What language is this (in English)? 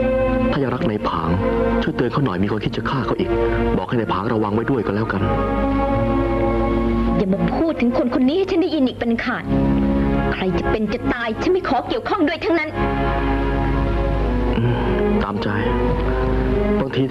Thai